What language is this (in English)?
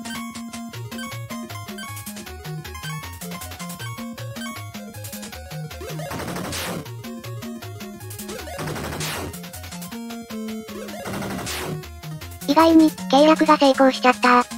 Japanese